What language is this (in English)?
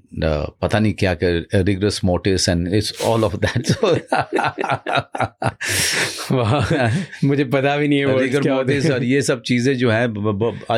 Hindi